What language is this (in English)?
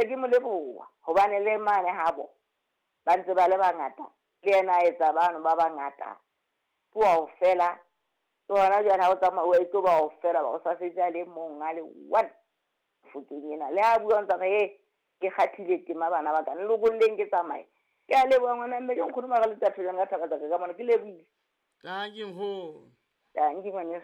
Southern Sotho